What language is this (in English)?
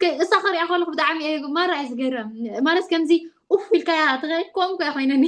Tigrinya